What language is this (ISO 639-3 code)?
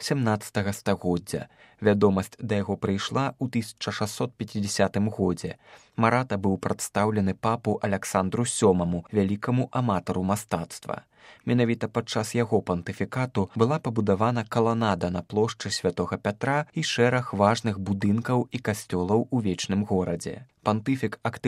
bel